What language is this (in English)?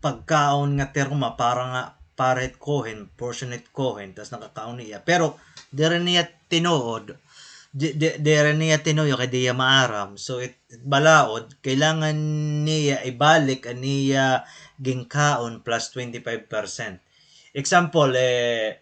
Waray